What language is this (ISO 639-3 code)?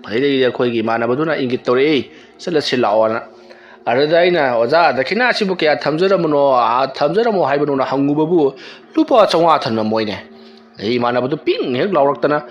mni